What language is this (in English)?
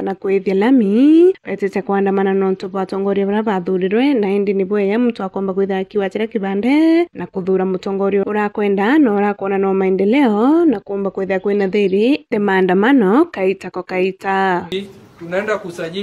Meru